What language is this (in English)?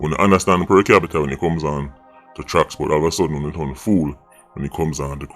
Jamaican Creole English